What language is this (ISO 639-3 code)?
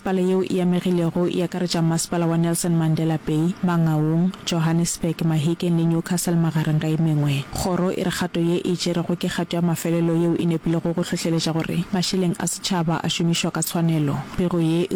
nso